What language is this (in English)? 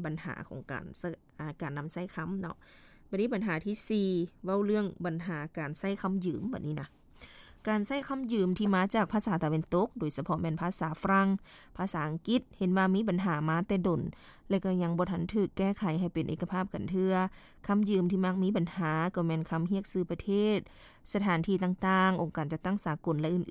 Lao